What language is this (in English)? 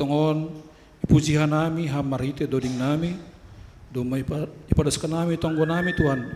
Batak Simalungun